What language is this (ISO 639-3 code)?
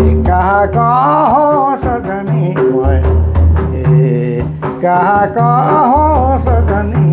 sck